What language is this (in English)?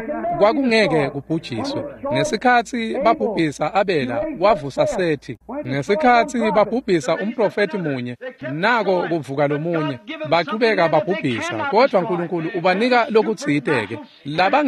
Swati